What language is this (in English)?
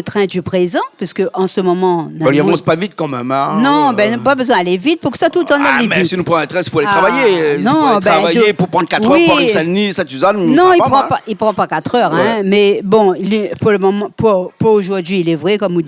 Réunion Creole French